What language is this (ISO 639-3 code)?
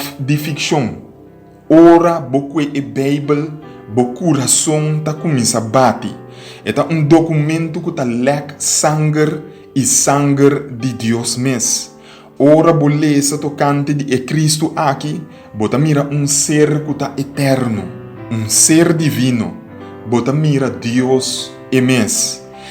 pap